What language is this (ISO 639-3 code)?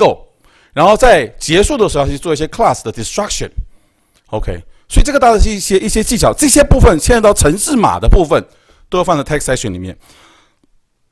zho